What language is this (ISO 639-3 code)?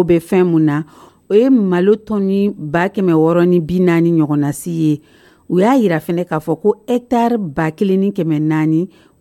dyu